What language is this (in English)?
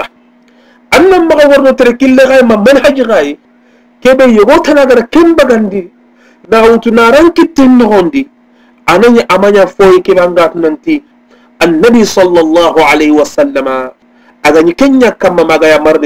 Soninke